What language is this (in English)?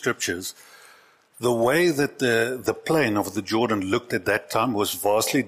English